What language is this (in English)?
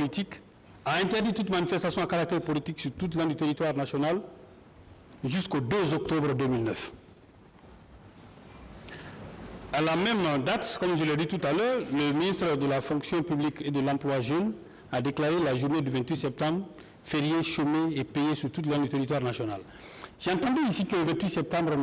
French